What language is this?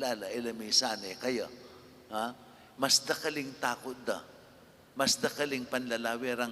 Pampanga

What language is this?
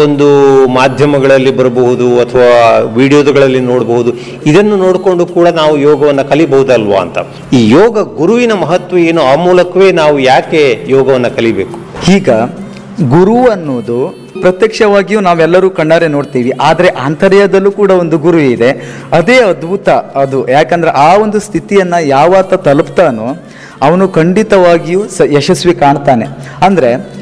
Kannada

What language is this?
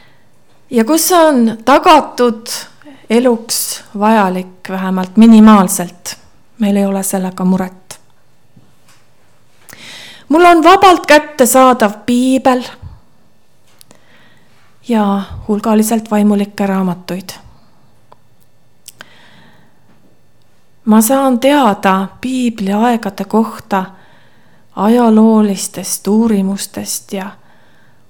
Estonian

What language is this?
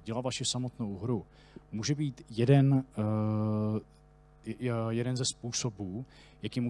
Czech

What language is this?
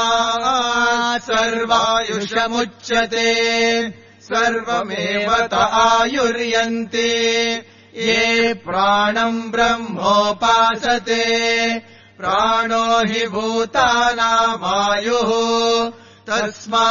Sanskrit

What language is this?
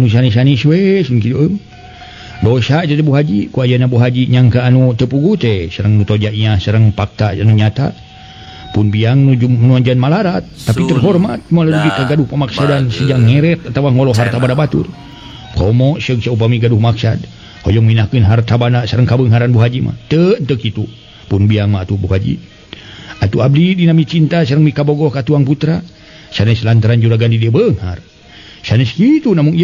Sundanese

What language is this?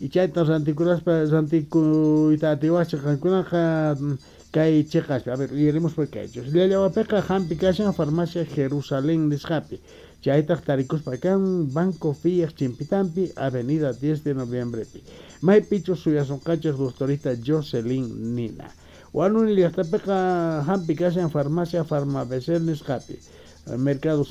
South Bolivian Quechua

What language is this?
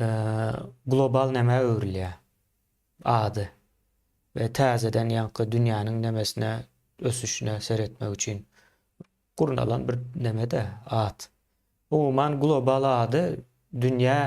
Turkmen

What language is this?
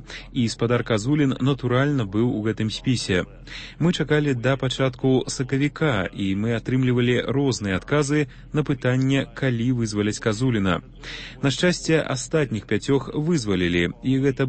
Belarusian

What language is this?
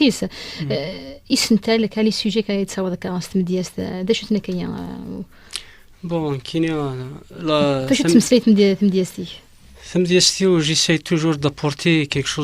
Kabyle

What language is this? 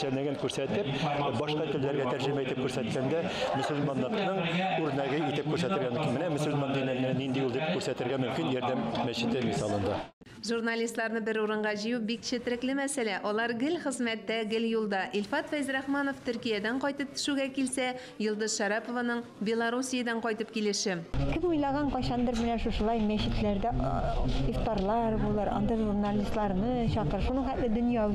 Tatar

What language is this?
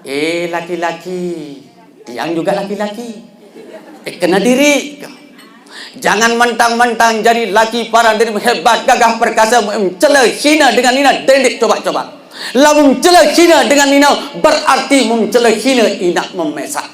Sasak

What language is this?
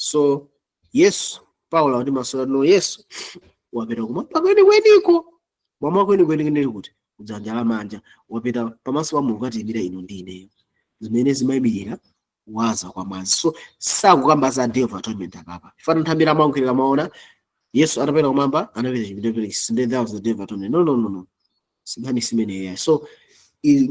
Nyanja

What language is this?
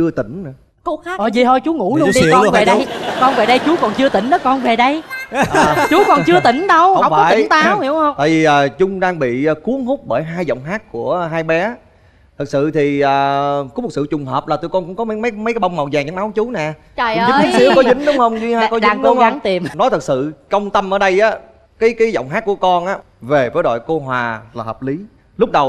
Vietnamese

